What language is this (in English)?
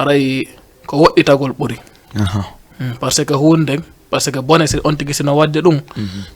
Fula